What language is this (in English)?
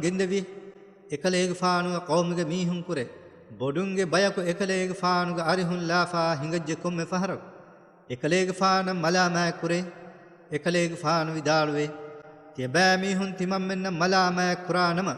Divehi